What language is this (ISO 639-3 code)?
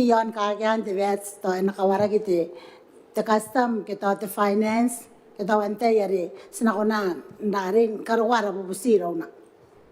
gil